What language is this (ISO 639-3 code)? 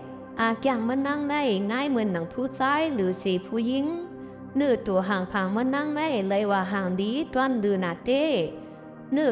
shn